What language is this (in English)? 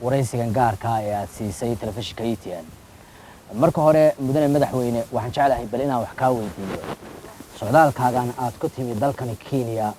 Somali